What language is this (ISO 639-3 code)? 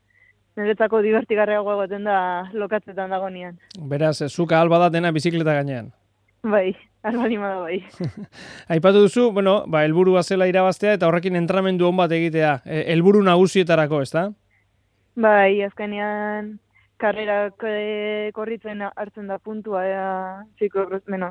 eus